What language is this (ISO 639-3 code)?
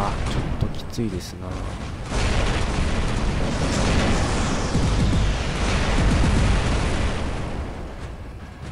jpn